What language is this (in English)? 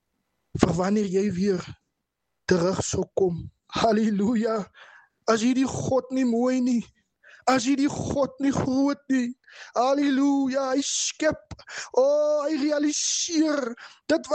Afrikaans